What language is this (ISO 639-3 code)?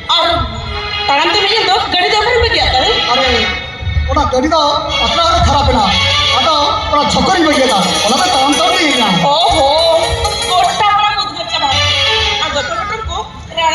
sat